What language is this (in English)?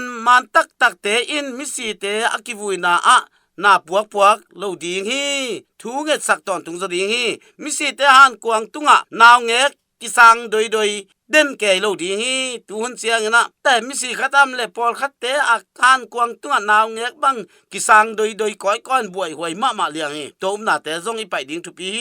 Tedim Chin